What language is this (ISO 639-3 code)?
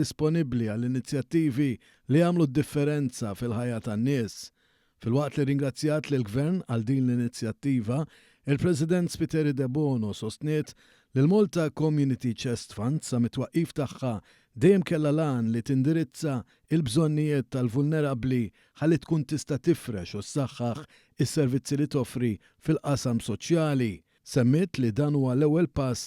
mlt